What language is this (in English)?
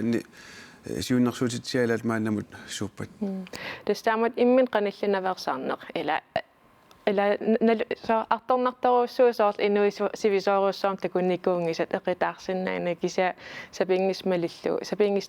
Kalaallisut